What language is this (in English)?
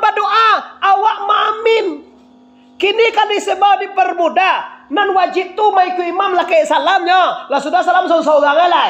Minangkabau